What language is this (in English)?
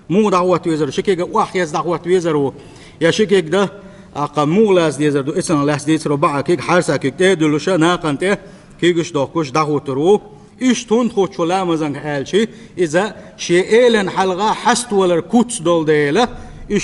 Chechen